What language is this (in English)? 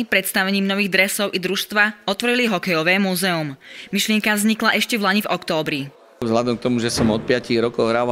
Slovak